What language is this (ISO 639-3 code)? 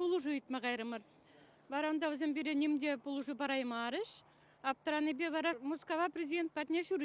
chv